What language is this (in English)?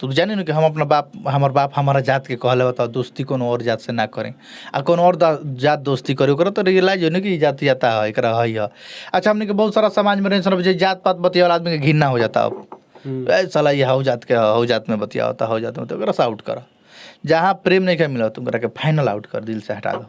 Bhojpuri